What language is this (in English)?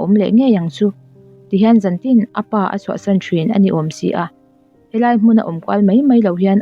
Mizo